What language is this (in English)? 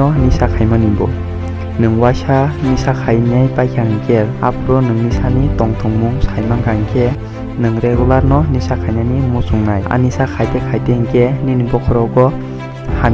Kok Borok